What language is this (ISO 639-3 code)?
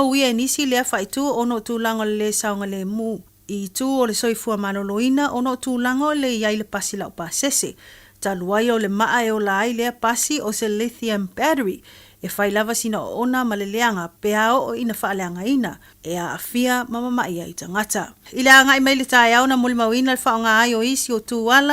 smo